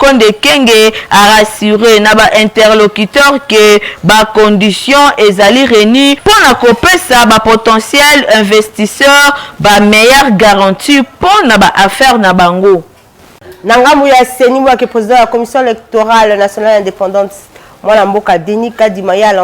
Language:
Lingala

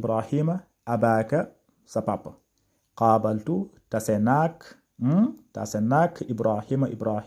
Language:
Wolof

